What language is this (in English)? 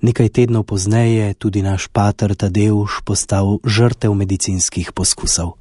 Slovenian